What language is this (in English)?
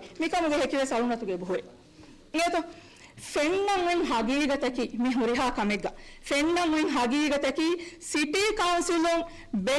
Divehi